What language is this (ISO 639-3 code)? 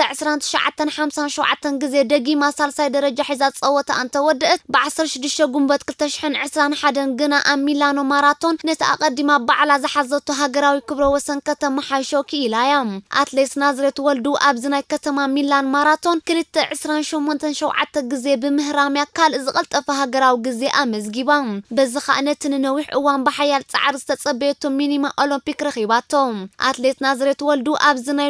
tir